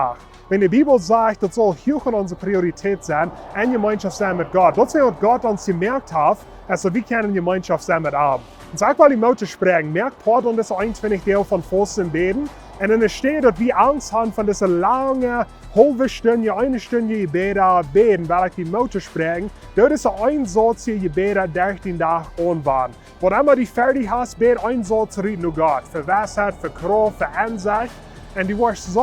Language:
Plautdietsch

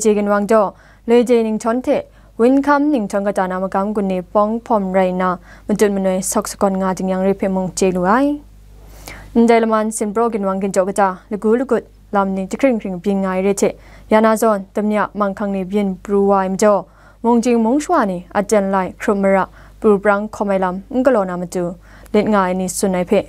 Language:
Kachin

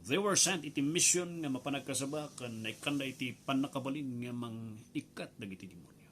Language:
Iloko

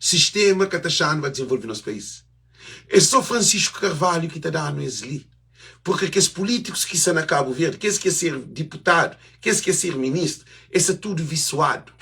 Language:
Kabuverdianu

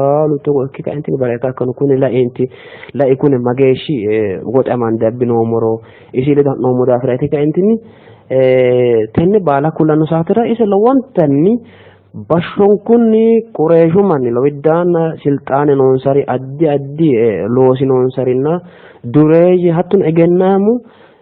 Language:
Sidamo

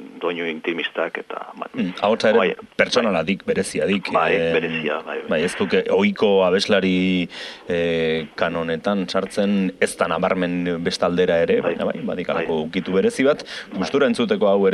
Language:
Basque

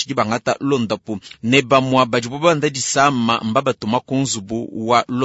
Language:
Luba-Lulua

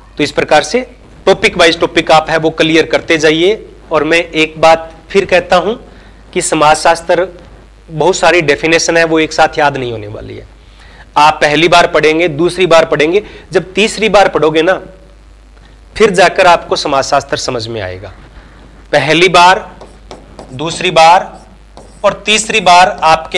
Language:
Hindi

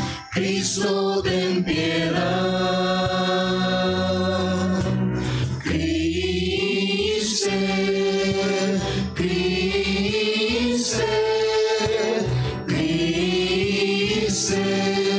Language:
Spanish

